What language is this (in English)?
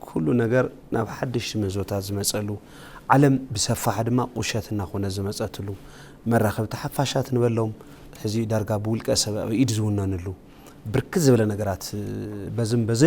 Tigrinya